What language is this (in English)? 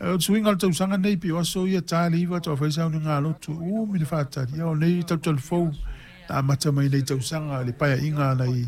Samoan